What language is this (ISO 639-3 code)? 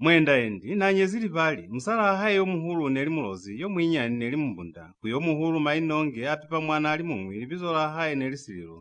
loz